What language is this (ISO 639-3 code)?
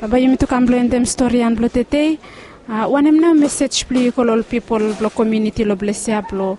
bis